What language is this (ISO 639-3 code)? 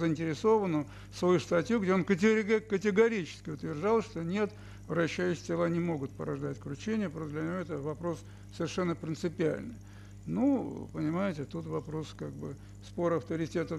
rus